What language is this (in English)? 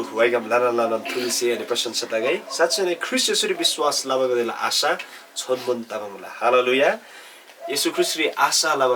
Eastern Tamang